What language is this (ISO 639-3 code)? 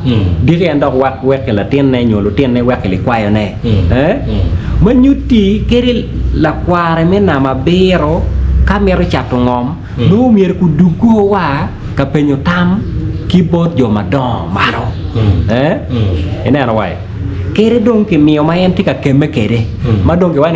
ach